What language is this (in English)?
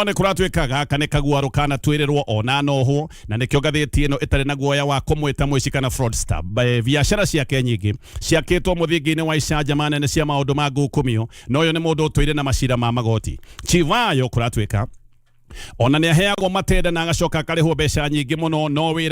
Kikuyu